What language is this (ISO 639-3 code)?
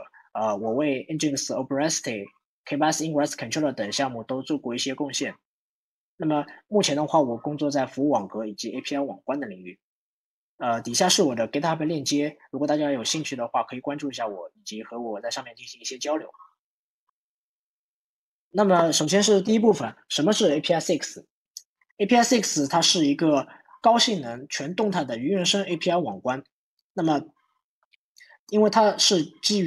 zho